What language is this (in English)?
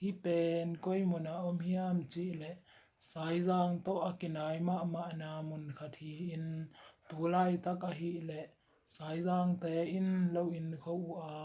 Tedim Chin